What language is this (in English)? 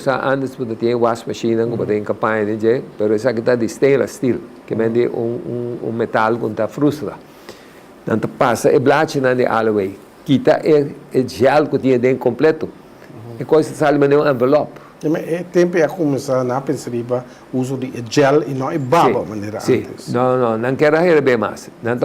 Papiamento